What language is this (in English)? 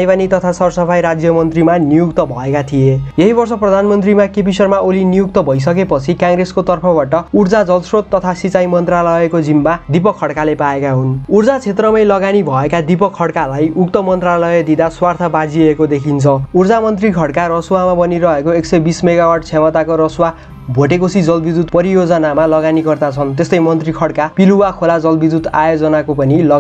Nepali